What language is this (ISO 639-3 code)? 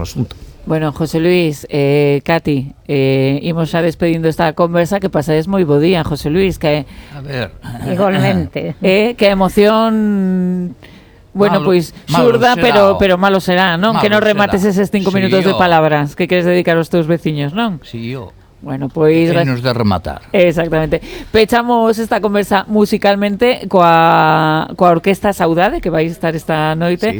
glg